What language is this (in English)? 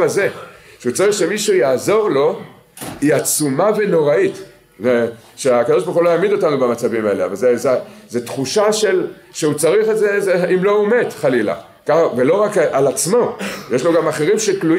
Hebrew